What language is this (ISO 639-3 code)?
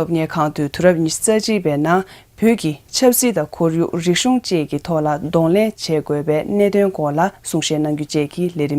bod